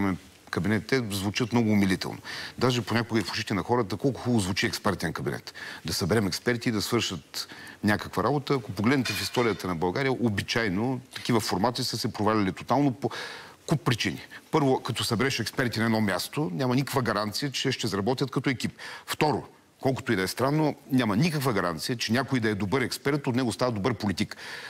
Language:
Bulgarian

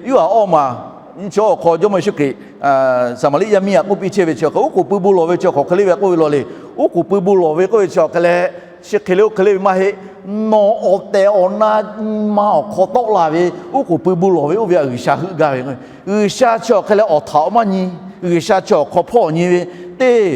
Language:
Lahu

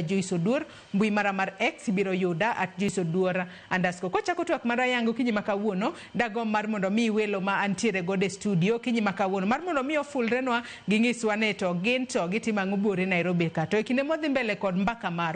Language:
Luo (Kenya and Tanzania)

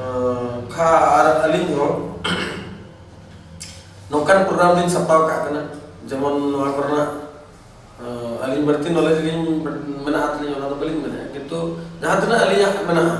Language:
Santali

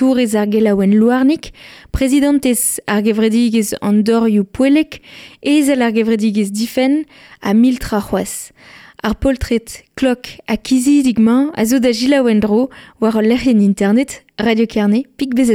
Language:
Breton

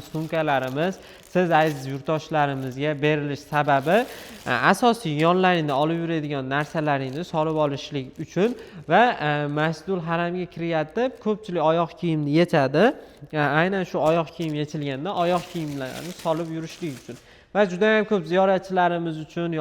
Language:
Uzbek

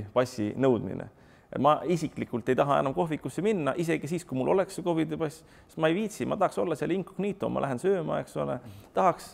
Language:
Estonian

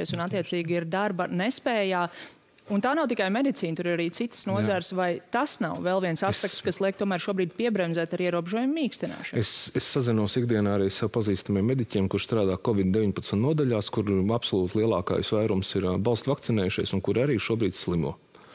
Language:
Latvian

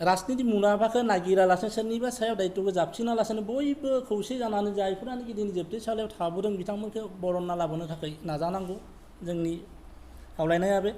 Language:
Bodo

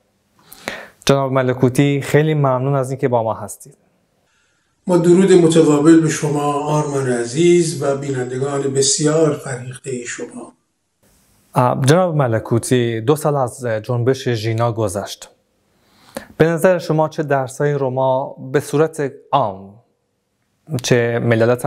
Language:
Persian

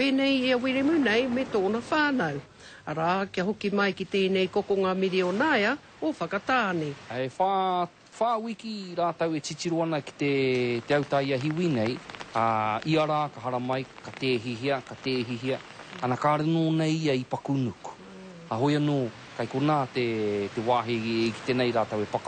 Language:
Māori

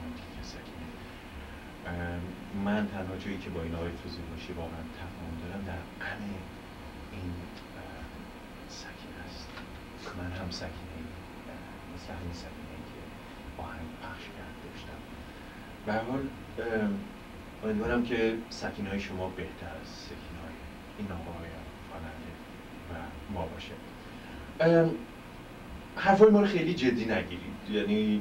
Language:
Persian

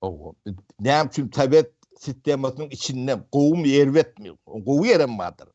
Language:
Turkmen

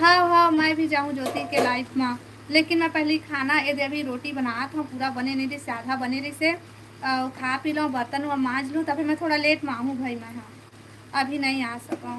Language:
Chhattisgarhi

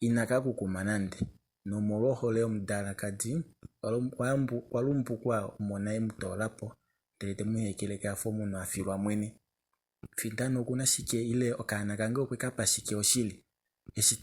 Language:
Kuanyama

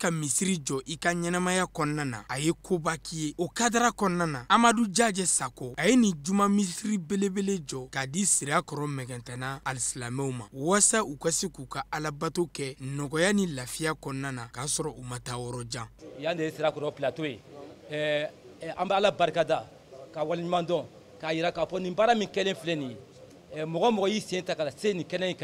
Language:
Bambara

